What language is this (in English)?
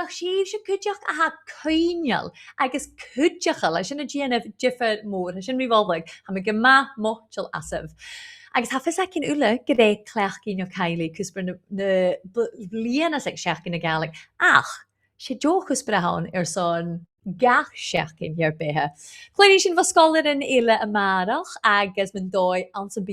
Scottish Gaelic